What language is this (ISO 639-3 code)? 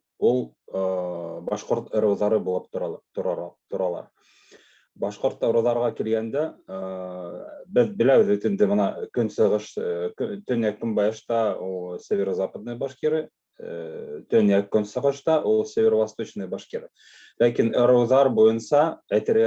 bak